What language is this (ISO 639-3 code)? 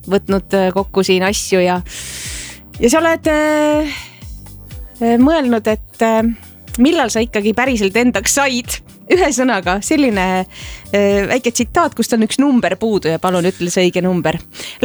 est